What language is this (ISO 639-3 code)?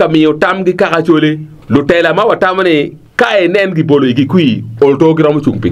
ach